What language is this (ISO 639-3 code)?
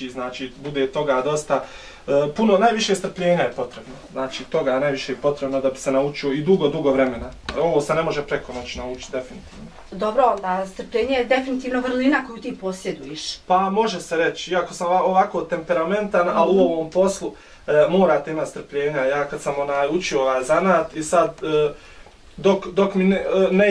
bos